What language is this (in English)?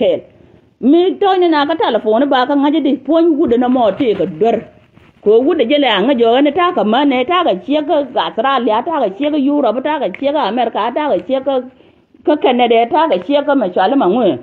Nuer